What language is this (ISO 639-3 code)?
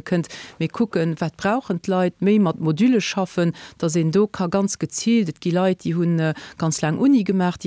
ltz